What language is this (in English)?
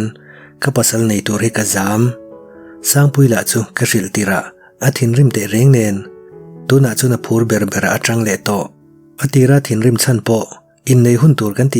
Mizo